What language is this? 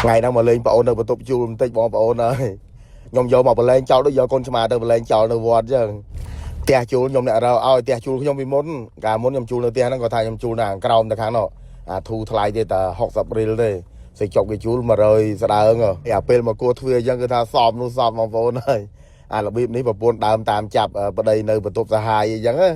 Khmer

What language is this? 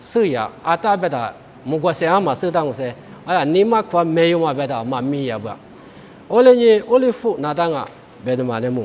Lisu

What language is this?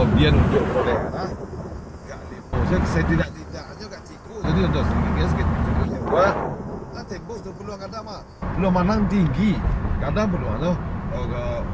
Minangkabau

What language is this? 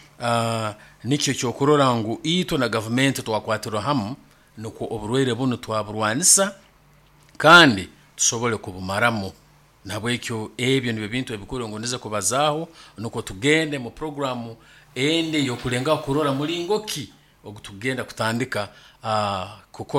Nyoro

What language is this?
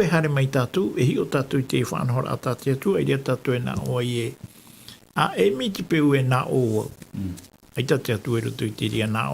Tahitian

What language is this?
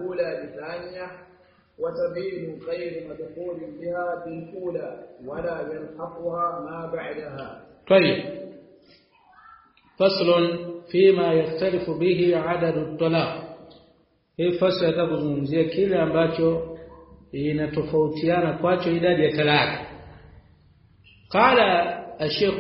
Swahili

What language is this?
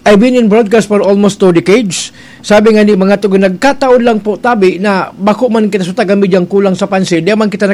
Bikol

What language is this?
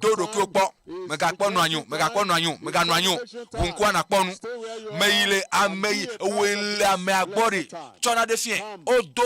Ewe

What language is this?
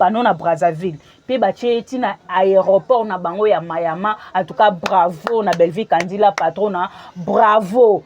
Lingala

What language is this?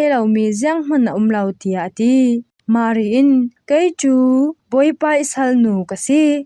Falam Chin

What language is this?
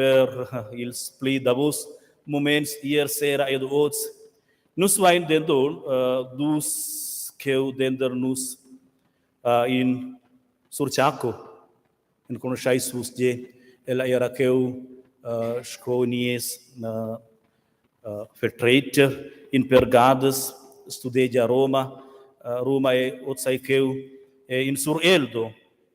Romansh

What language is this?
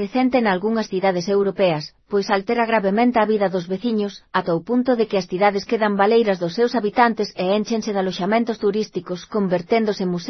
Galician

